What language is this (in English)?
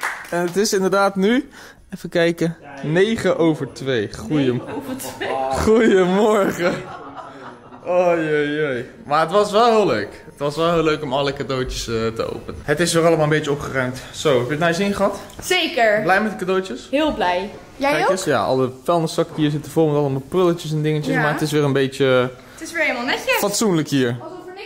Dutch